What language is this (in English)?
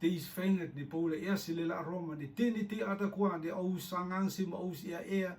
Rotuman